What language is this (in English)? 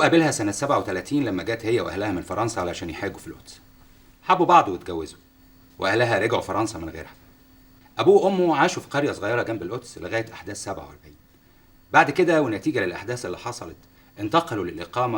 Egyptian Arabic